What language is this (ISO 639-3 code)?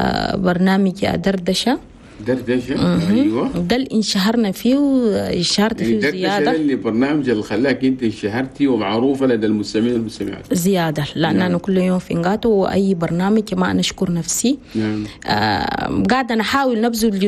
shu